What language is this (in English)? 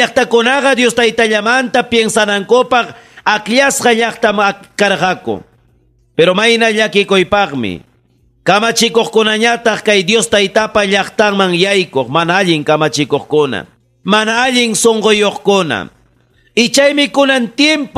Ayacucho Quechua